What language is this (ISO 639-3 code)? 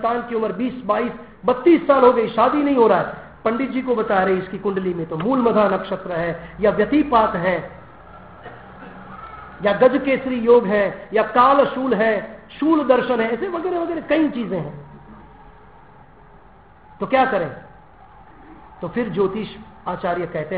hin